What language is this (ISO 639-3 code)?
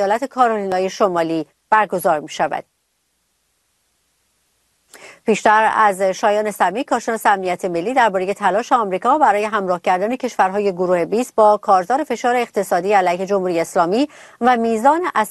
fas